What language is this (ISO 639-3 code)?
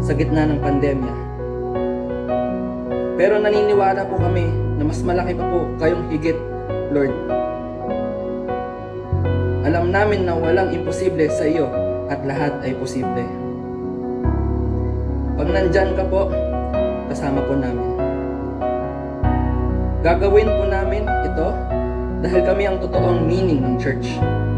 fil